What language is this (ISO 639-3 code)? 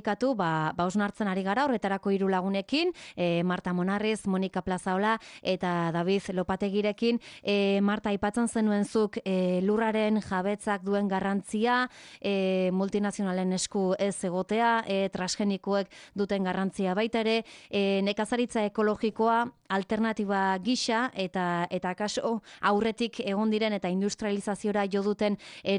eus